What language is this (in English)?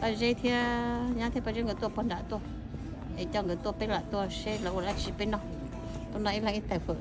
Hmong